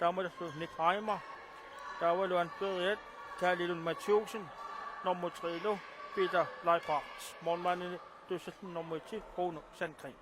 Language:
Kalaallisut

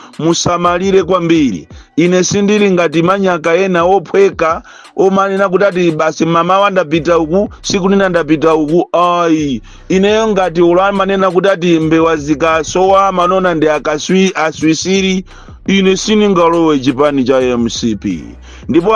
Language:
Nyanja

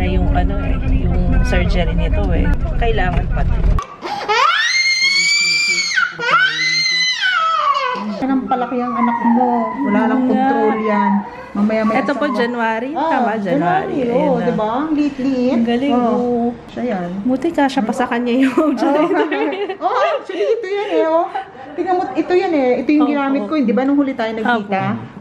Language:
Filipino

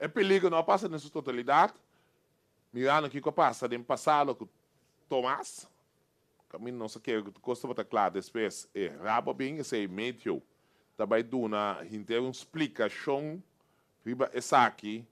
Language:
Papiamento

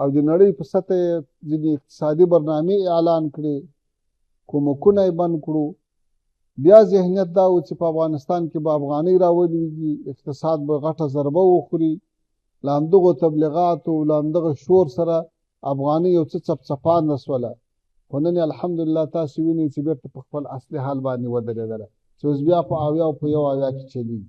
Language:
Pashto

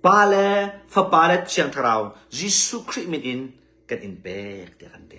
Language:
Hakha Chin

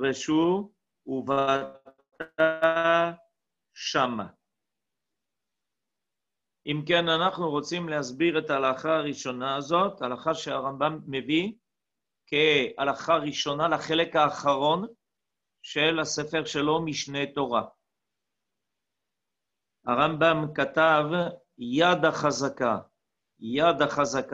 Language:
Hebrew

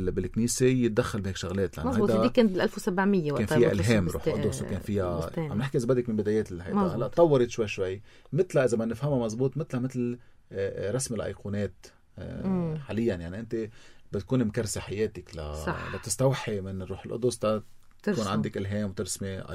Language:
North Levantine Arabic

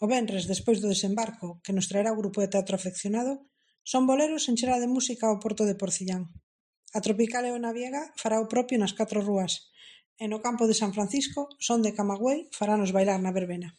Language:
Galician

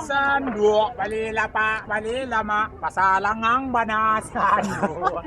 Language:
Minangkabau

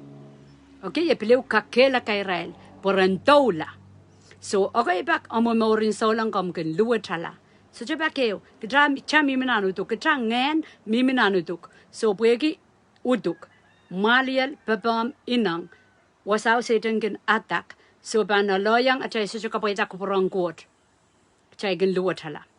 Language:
Pohnpeian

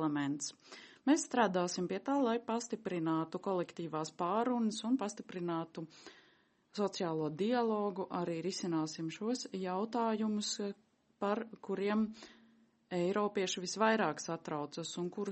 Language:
Latvian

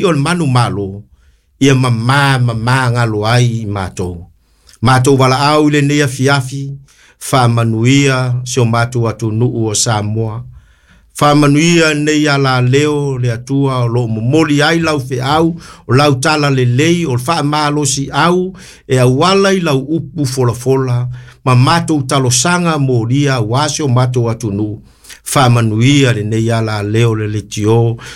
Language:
Samoan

